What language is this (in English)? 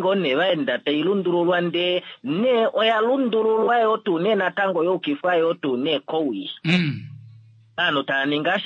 Kuanyama